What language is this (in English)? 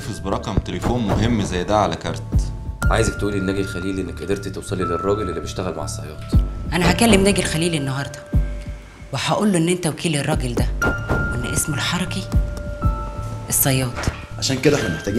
Egyptian Arabic